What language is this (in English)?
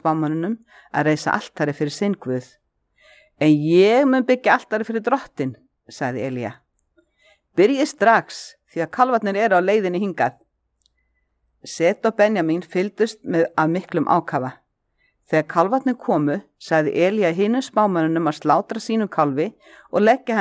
Icelandic